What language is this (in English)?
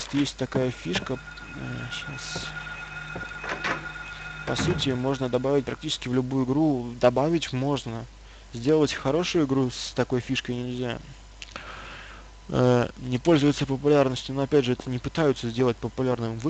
Russian